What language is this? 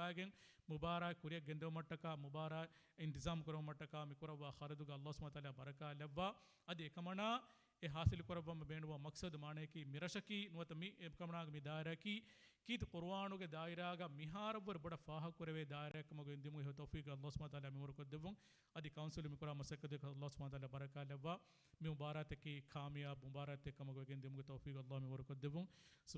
Divehi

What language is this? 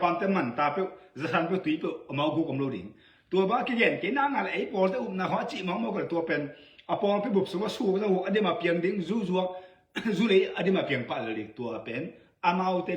Tedim Chin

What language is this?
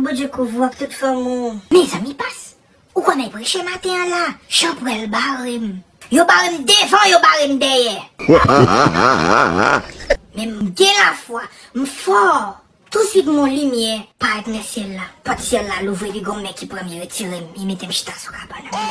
Haitian Creole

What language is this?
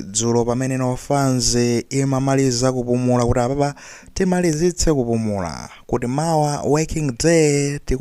Nyanja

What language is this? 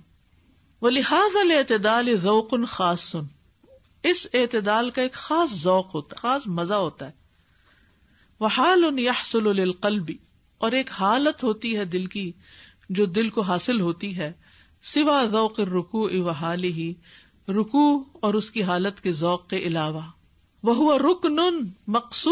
Urdu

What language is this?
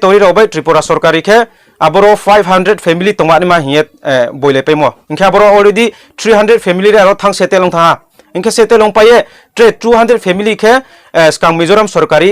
Riang (India)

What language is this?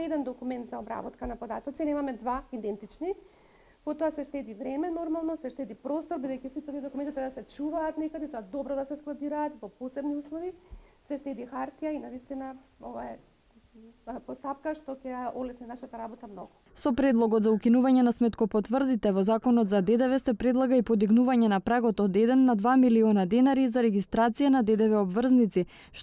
Macedonian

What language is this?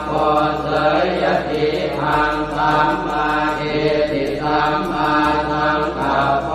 Pali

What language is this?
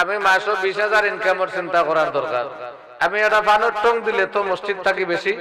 Sylheti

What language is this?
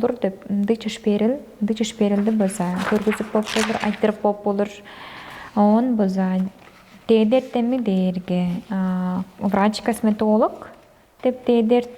Tuvinian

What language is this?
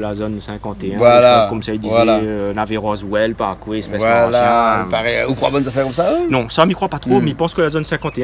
Réunion Creole French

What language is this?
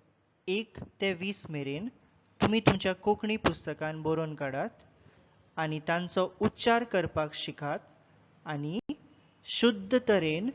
Konkani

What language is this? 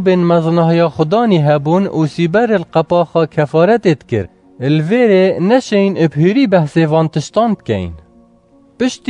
Kurdish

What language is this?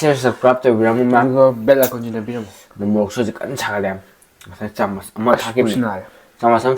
Manipuri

